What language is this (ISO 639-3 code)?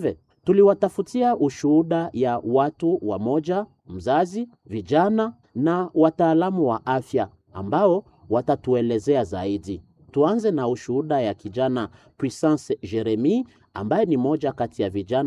swa